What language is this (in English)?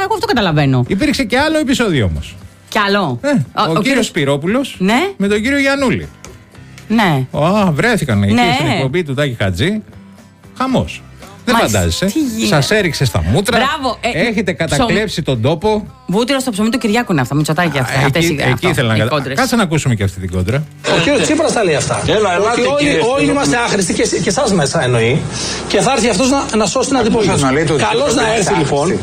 Greek